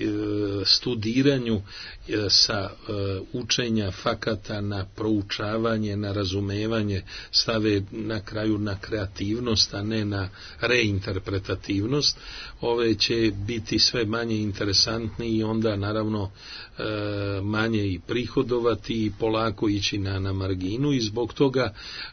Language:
Serbian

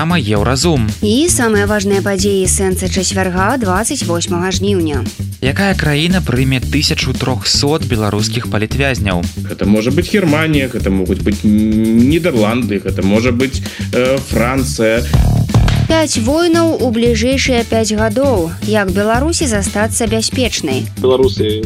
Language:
Belarusian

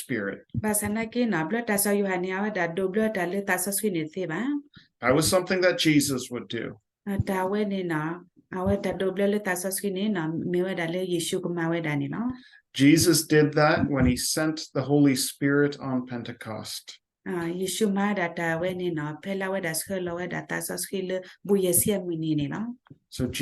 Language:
S'gaw Karen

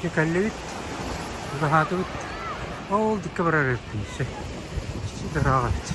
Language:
Yakut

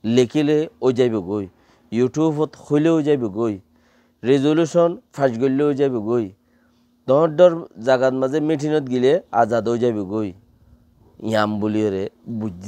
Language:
Rohingya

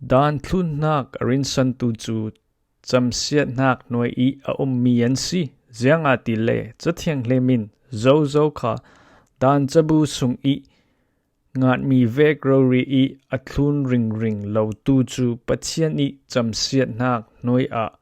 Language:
Falam Chin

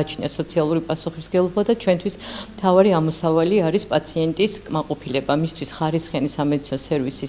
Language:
Georgian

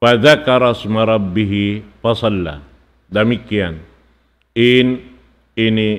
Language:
Tausug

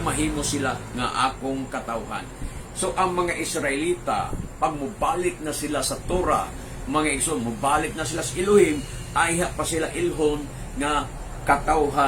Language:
Cebuano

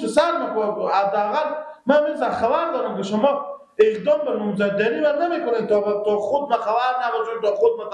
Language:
Persian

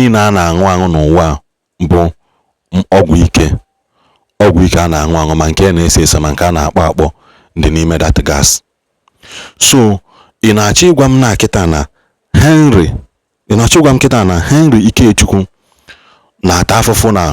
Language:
Igbo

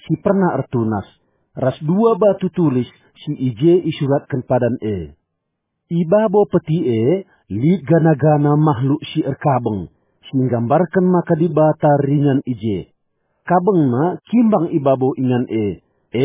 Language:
Batak Karo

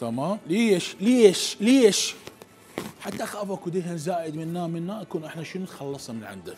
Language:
Mesopotamian Arabic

